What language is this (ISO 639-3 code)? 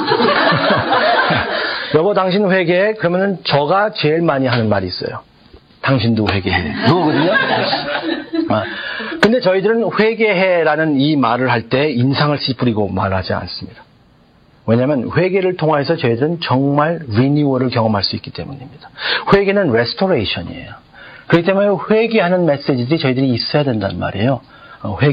kor